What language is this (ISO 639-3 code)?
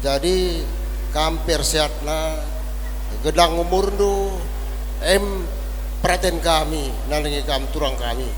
btx